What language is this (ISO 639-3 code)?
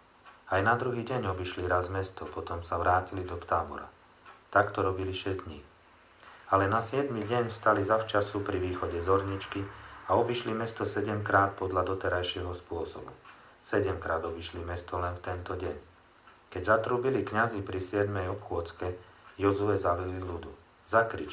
slk